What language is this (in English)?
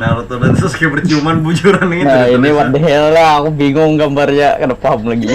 Banjar